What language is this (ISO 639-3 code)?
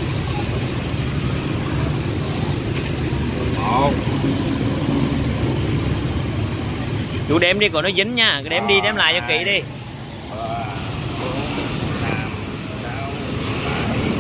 vie